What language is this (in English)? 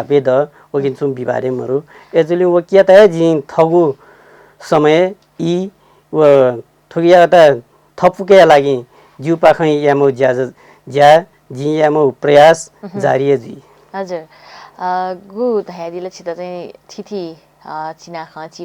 Newari